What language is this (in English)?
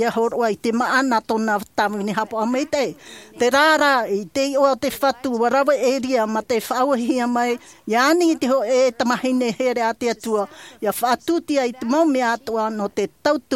Tahitian